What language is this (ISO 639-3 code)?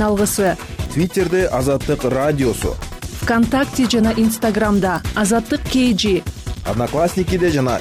kir